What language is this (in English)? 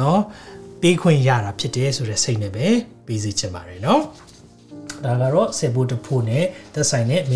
Burmese